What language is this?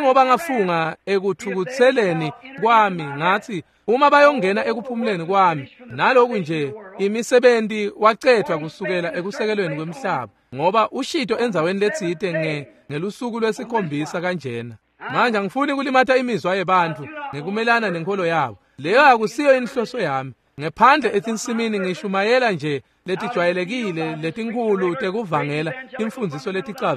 Swati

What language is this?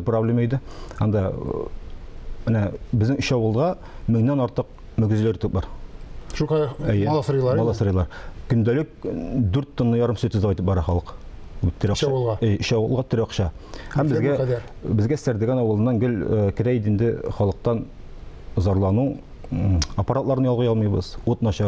Tatar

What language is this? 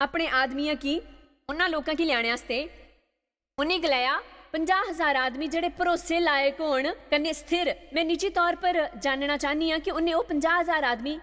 Dogri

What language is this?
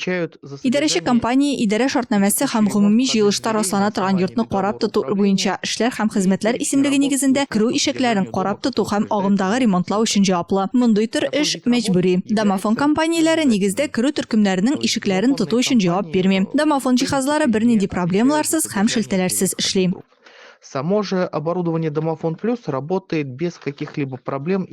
Tatar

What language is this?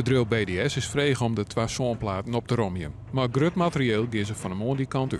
Western Frisian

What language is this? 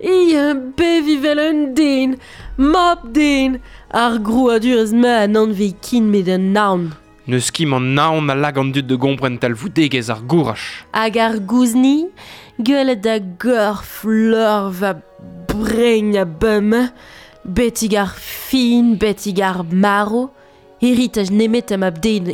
Breton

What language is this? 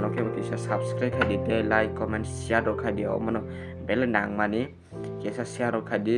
Kok Borok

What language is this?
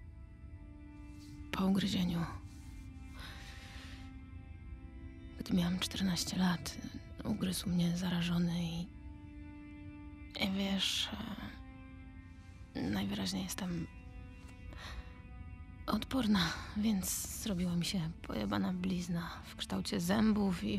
Polish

